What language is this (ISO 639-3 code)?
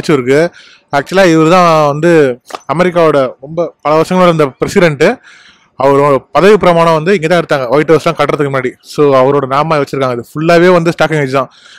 tam